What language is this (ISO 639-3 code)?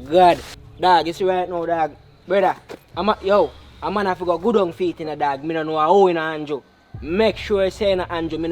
jam